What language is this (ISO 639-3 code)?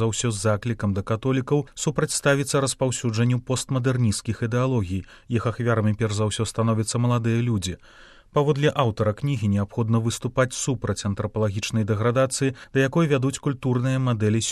bel